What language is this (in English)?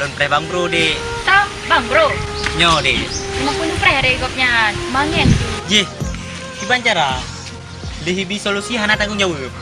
Achinese